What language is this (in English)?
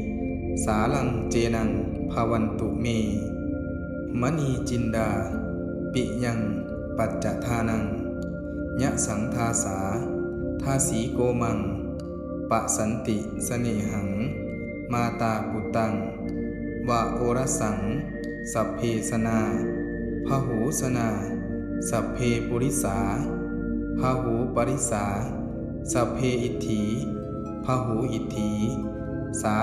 Pali